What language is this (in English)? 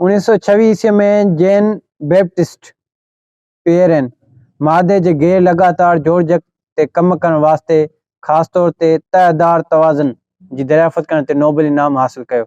Sindhi